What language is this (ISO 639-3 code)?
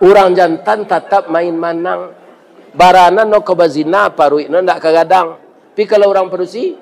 min